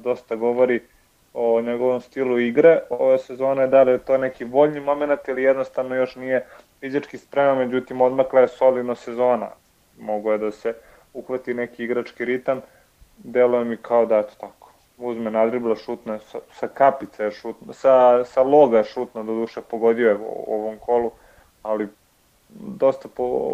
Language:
Serbian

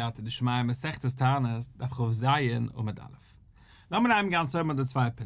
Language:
Yiddish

